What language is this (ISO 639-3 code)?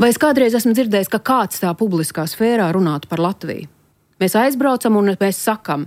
lav